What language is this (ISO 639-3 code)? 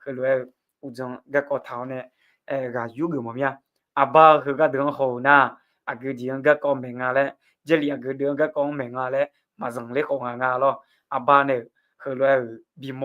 ahk